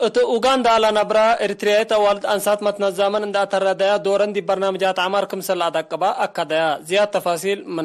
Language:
Tigre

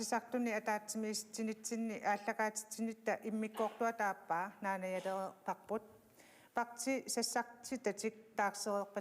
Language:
Kalaallisut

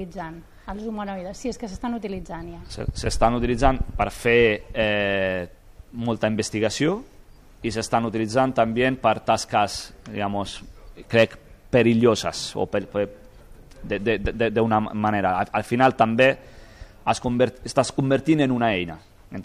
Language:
Catalan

